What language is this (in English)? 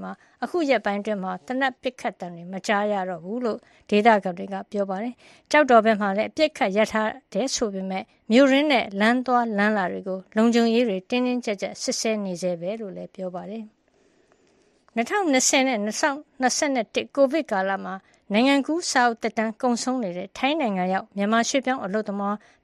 Burmese